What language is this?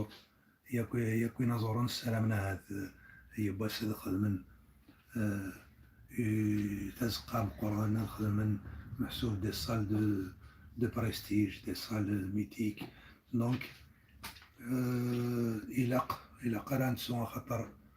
Kabyle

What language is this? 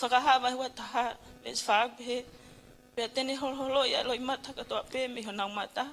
Tongan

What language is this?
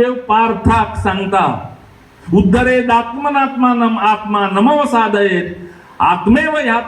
Konkani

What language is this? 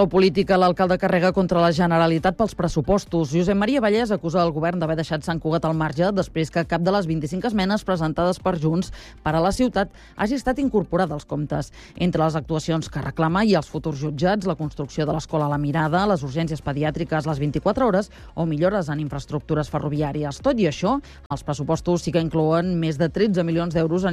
Catalan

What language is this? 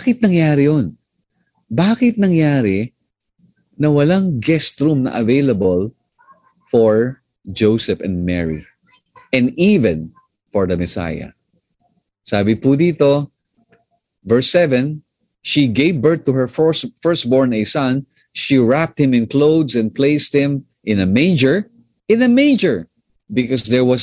Filipino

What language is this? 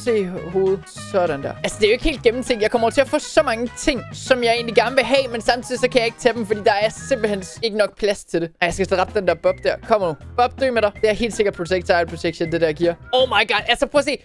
Danish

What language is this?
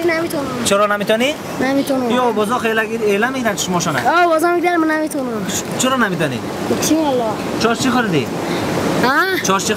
Persian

